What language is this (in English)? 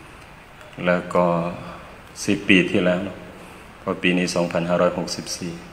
Thai